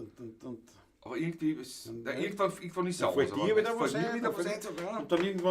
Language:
Bavarian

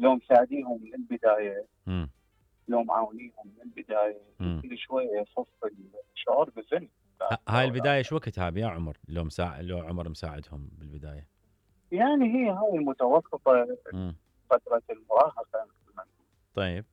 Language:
Mesopotamian Arabic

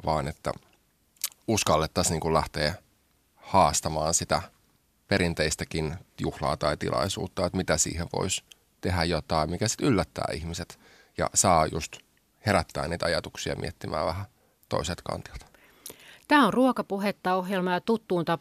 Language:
Finnish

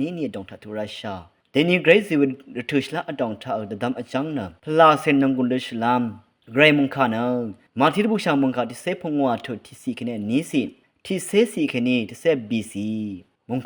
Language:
Rawang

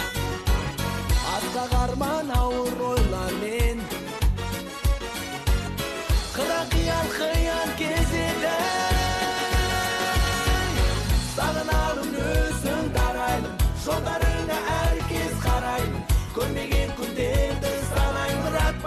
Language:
Kazakh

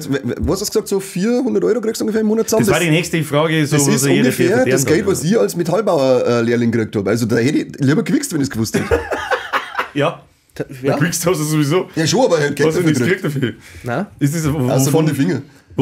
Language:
Bavarian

